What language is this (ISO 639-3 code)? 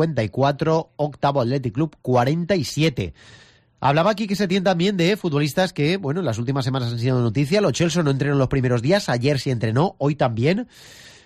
spa